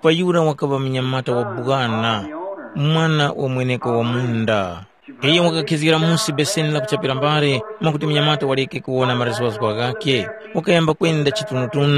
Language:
Tumbuka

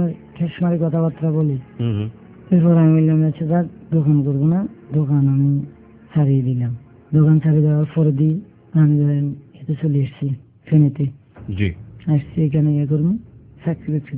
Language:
Bangla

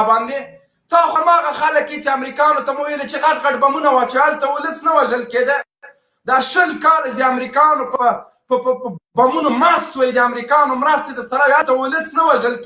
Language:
Pashto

